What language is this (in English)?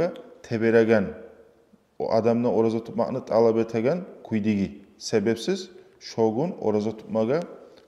Kumyk